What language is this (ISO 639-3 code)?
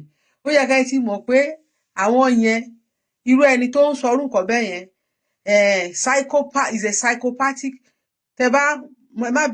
yor